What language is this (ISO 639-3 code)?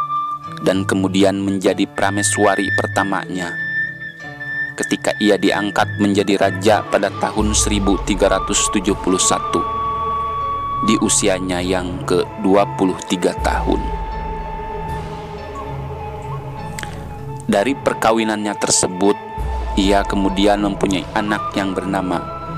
ind